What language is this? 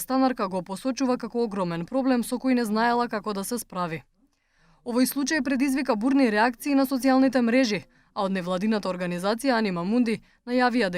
Macedonian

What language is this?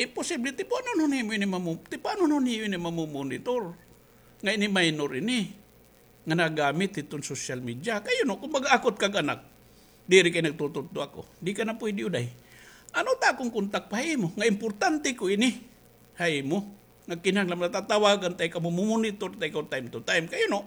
Waray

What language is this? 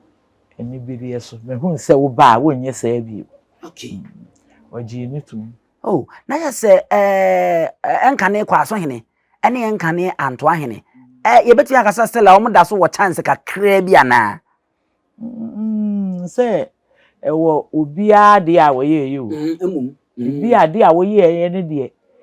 Akan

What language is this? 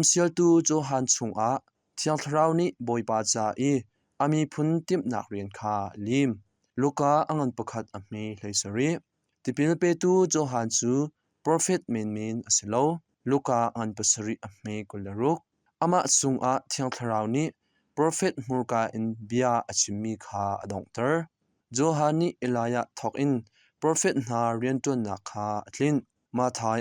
Hakha Chin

